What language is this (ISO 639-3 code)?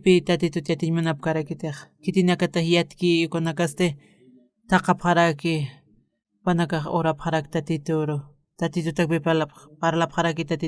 aym